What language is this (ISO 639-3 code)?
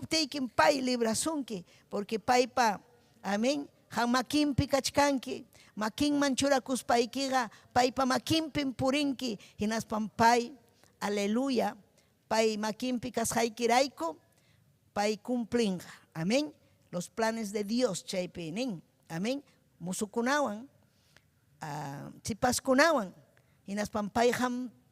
quy